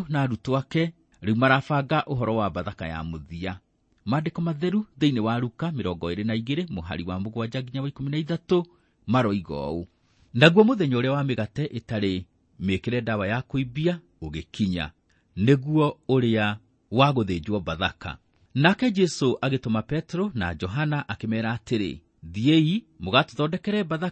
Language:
Kikuyu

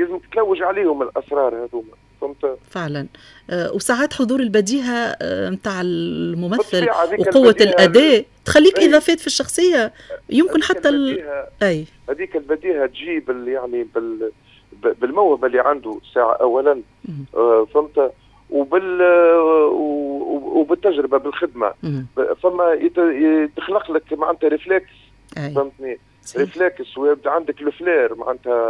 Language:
Tunisian Arabic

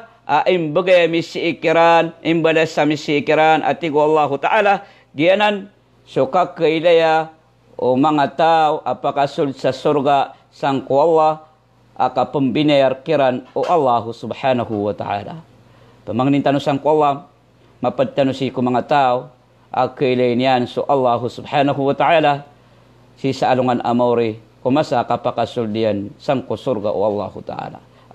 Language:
Maranao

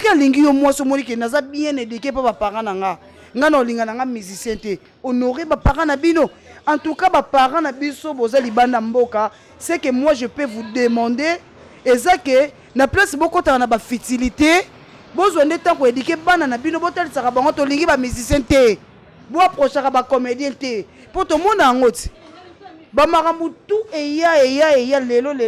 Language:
Lingala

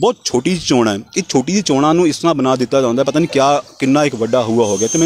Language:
Punjabi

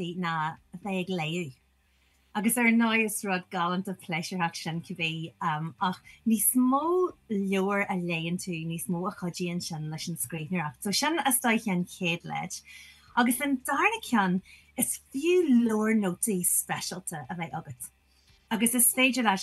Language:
Irish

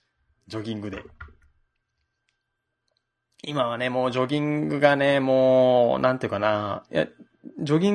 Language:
Japanese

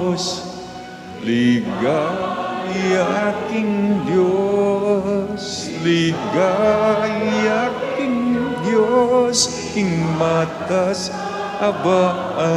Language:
Pampanga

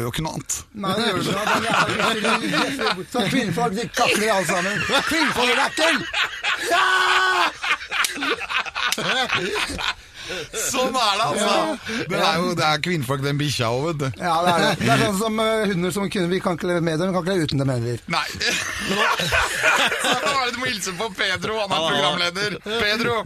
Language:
Norwegian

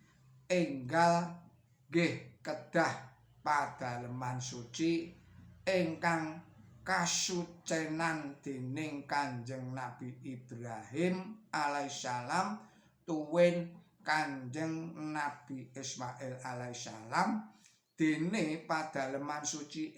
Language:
Javanese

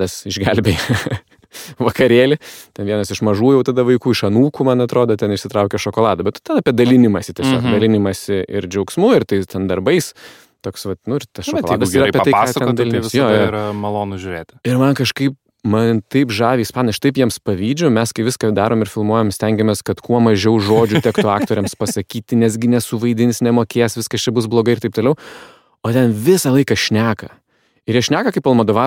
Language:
Lithuanian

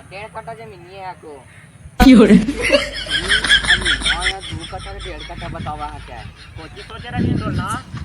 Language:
Magahi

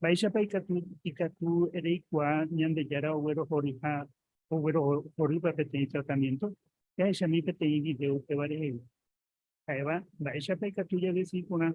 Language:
Guarani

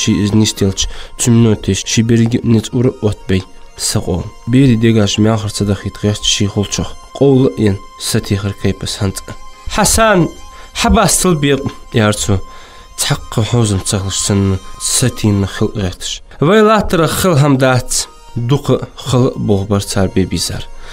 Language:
Ingush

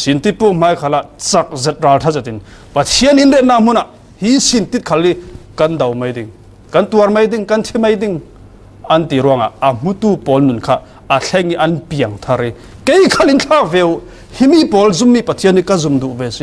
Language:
Falam Chin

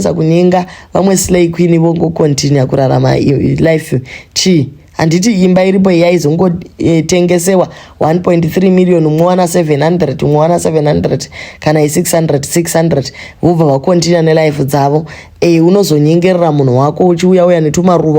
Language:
Shona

